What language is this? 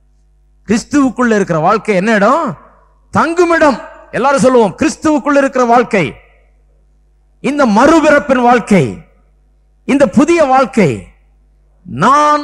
Tamil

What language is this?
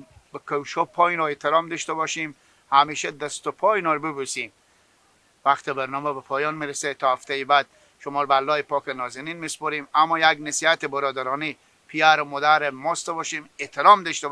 Hazaragi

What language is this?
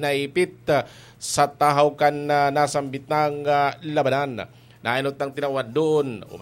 Bikol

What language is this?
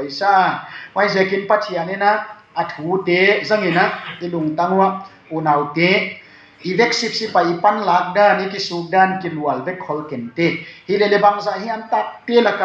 Tedim Chin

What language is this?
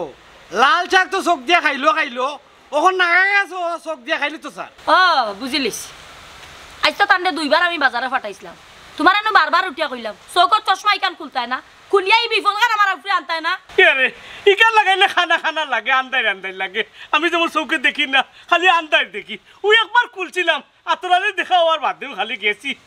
Sylheti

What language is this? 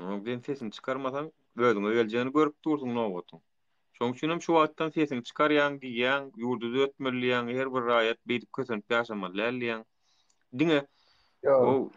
Turkmen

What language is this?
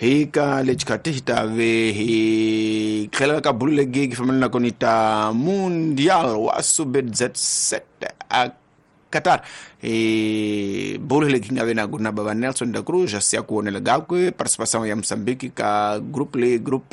Tsonga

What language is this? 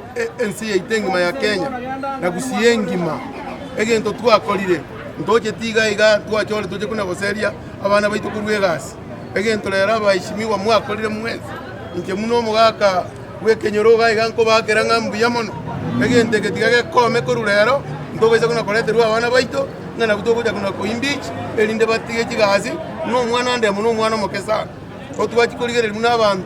Gusii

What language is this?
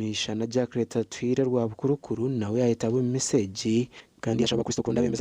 Nyankole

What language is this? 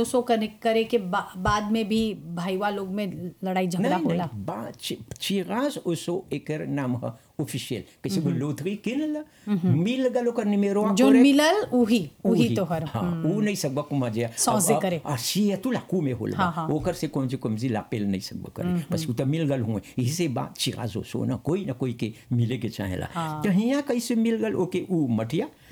Bhojpuri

